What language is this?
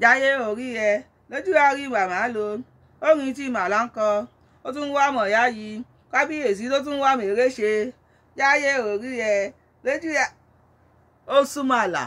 Yoruba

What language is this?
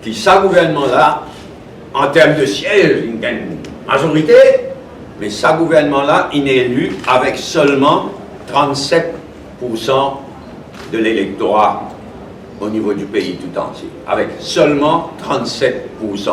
Morisyen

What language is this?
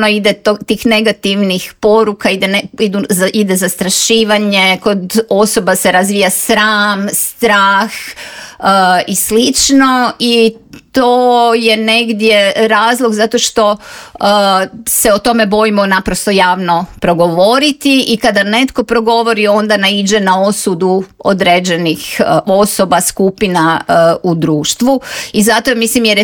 Croatian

